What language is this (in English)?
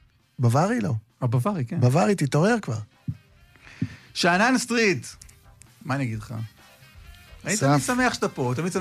Hebrew